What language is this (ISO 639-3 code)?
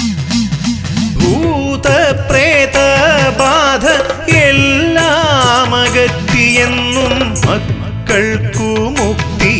mal